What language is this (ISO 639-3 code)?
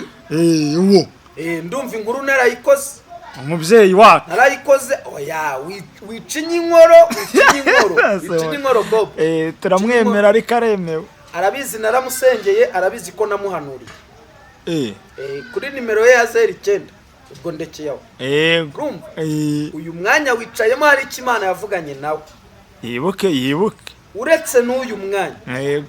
kin